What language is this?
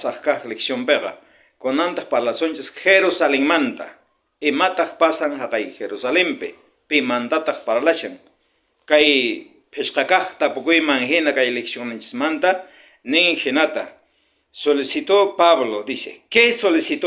South Bolivian Quechua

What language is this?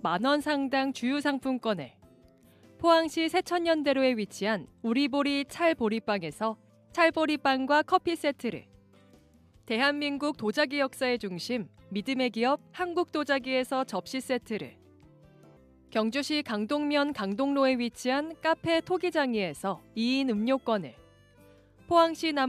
Korean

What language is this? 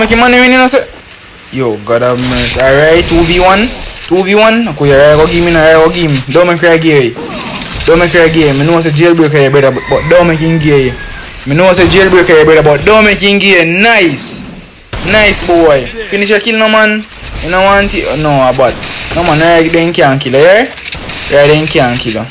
Jamaican Creole English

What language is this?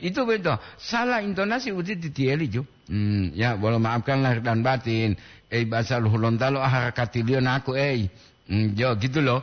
Gorontalo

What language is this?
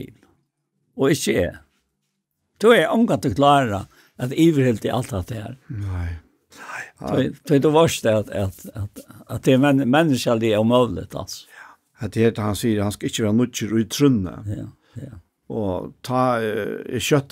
Faroese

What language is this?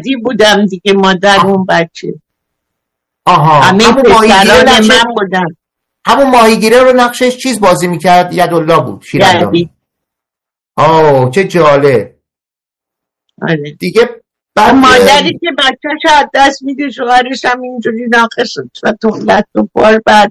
Persian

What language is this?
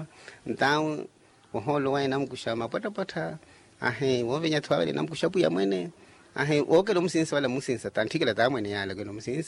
Makhuwa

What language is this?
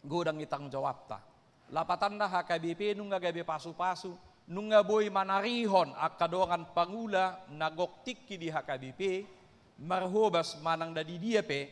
Batak Toba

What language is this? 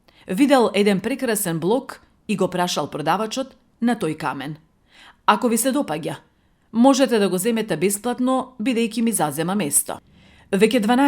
Macedonian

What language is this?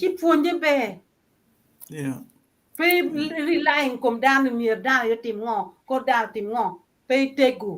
Acoli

